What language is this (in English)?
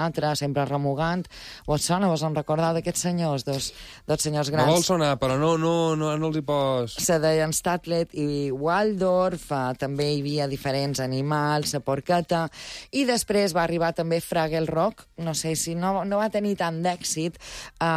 Catalan